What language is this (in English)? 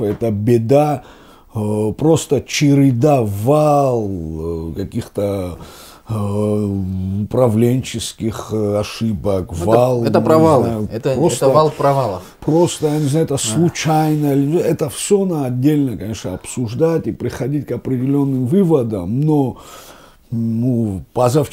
Russian